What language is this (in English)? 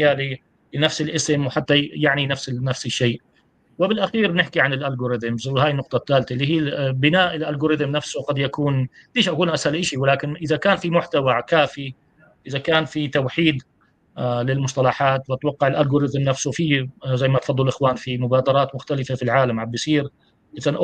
North Levantine Arabic